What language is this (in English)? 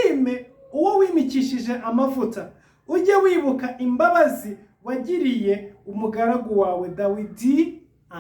Kinyarwanda